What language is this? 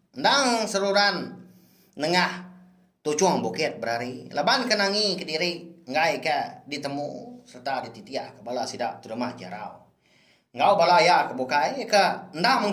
Iban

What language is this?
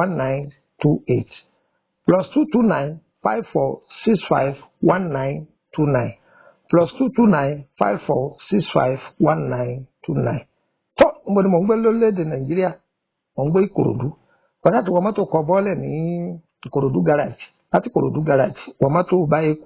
Yoruba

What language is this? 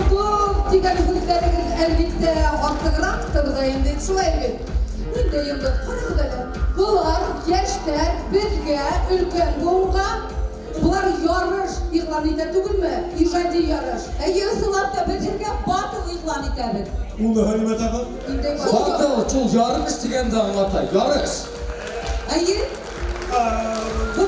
Bashkir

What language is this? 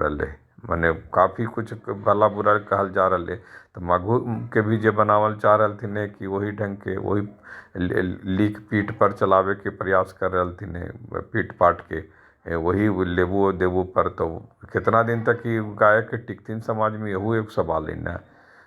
Magahi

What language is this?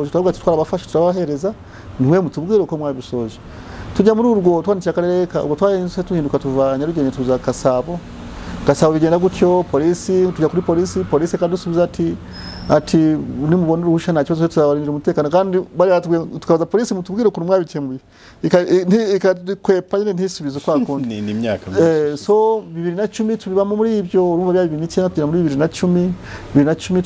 Kinyarwanda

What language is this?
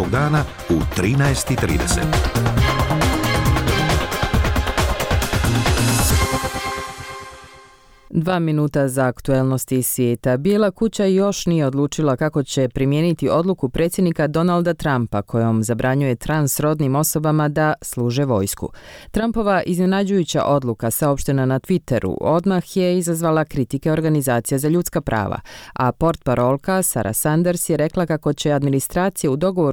Bosnian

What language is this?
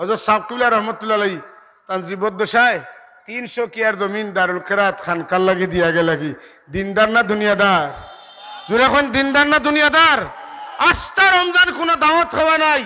Sylheti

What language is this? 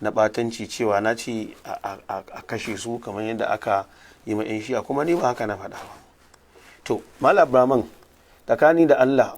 Hausa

